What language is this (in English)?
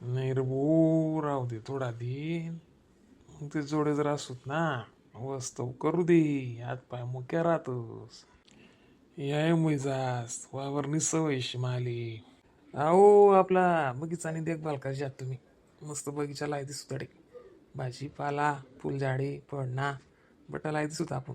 Khandesi